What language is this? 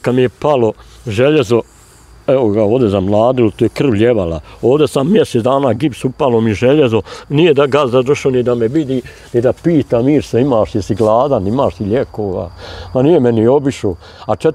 Bosnian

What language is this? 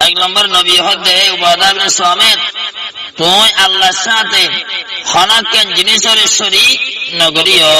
Rohingya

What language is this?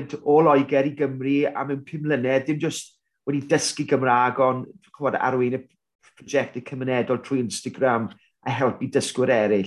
Welsh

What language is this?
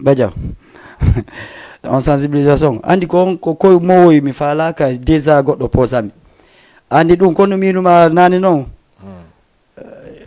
Fula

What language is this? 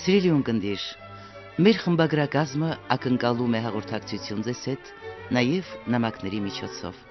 Armenian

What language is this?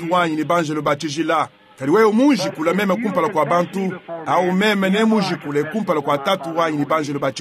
Luba-Lulua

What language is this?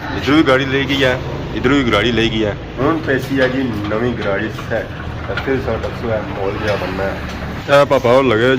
Pahari-Potwari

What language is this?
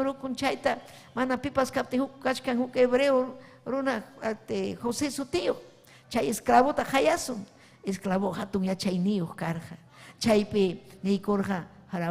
Ayacucho Quechua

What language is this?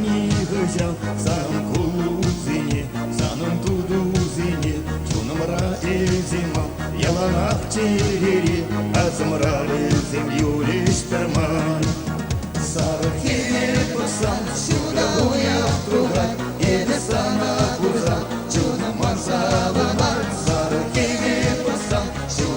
Chuvash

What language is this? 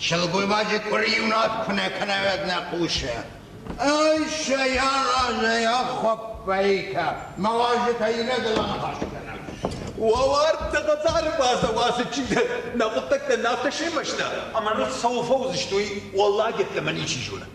Ossetic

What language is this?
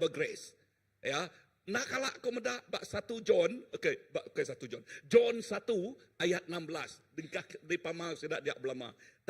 Iban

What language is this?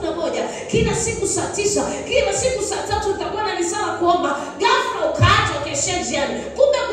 Swahili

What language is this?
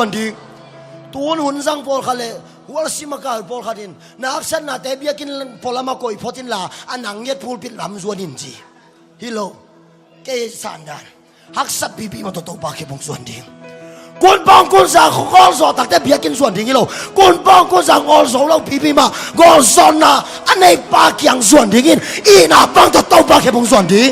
Tedim Chin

